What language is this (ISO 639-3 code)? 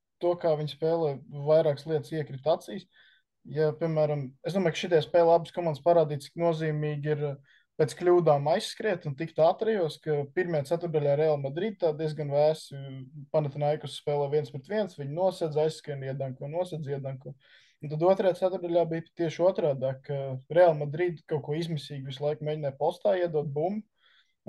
lav